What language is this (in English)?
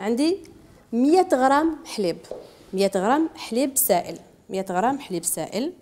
Algerian Arabic